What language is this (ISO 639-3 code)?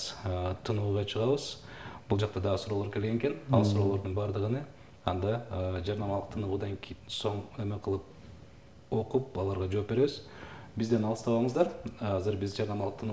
kir